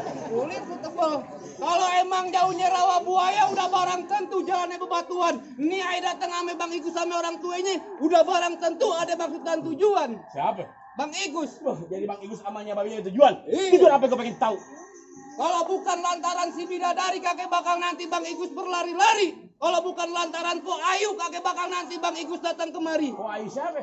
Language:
Betawi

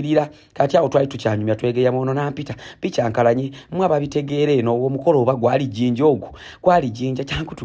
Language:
Ganda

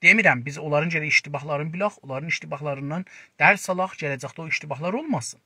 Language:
South Azerbaijani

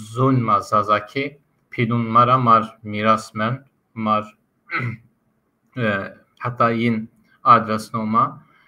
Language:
Zaza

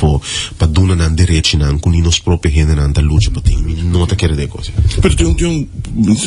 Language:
Papiamento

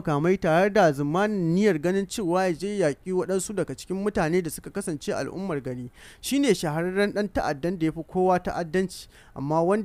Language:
Hausa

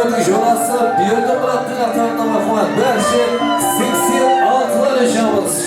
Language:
Kara-Kalpak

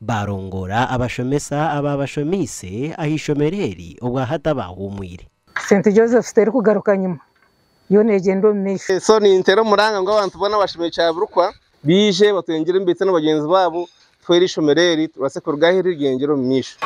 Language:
Nyankole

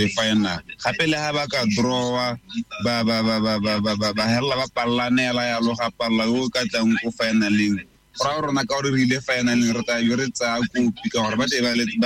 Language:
Tswana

